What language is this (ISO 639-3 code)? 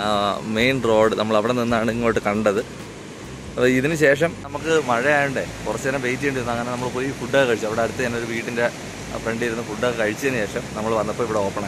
mal